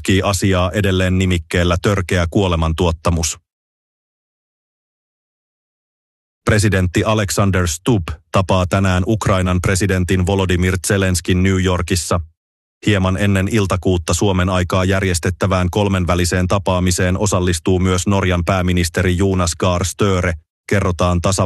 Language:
Finnish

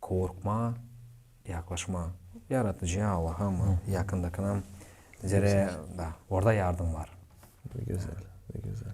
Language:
Gagauz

